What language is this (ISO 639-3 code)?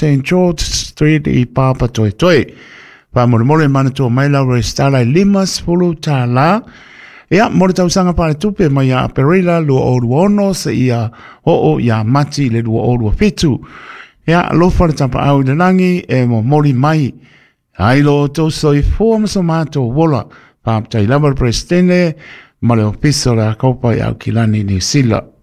smo